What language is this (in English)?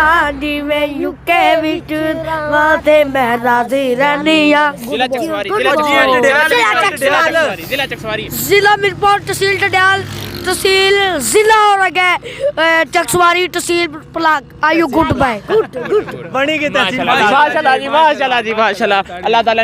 Pahari-Potwari